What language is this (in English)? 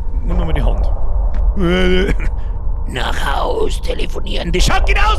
Bavarian